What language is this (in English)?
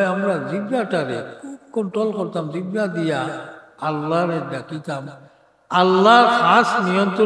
Sylheti